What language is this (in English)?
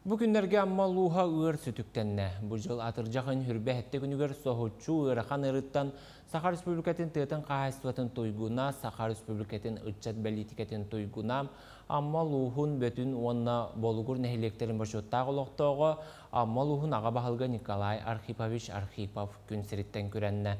Yakut